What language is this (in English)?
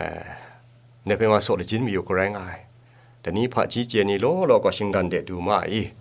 Kachin